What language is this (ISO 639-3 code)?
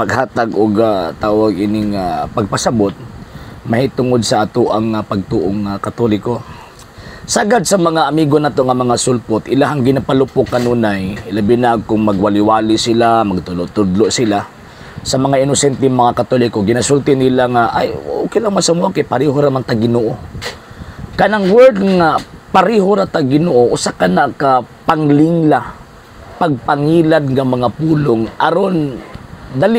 ceb